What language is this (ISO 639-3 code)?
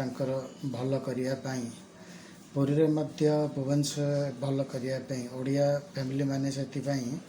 ori